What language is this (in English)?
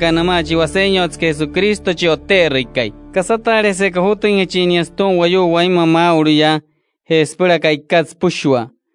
Wayuu